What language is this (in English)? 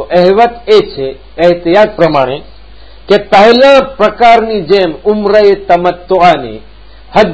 Gujarati